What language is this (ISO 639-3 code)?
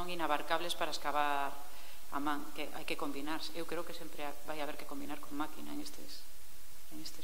glg